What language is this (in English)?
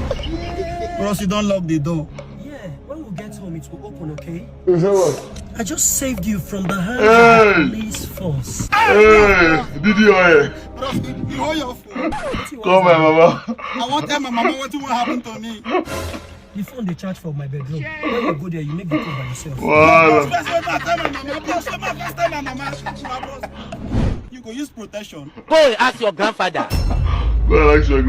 Nigerian Pidgin